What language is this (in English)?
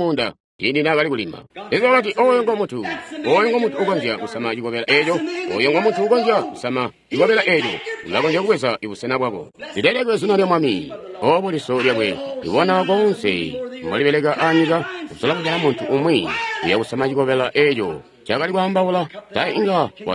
Tonga (Zambia)